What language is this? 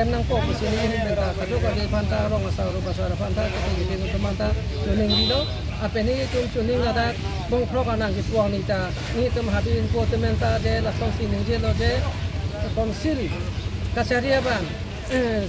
Karbi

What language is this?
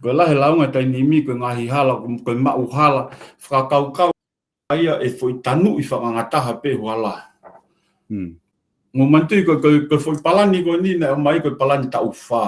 Tongan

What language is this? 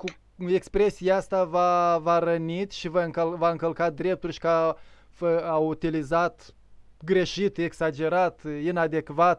Romanian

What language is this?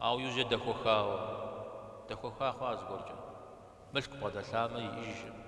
Kabardian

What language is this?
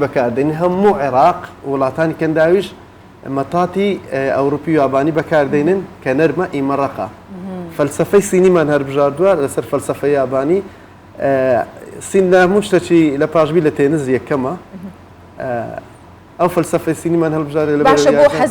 Central Kurdish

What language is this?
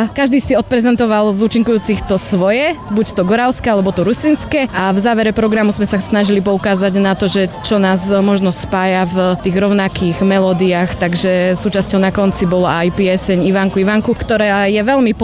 Slovak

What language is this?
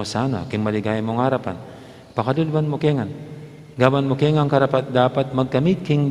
Pampanga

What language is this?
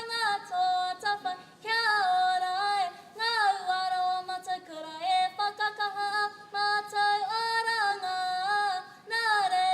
Māori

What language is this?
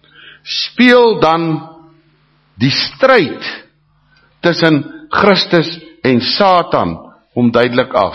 Afrikaans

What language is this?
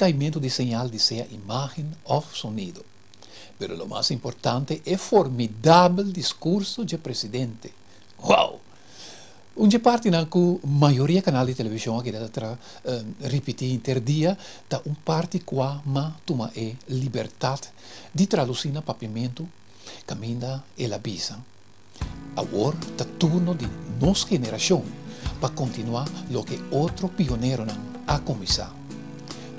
Papiamento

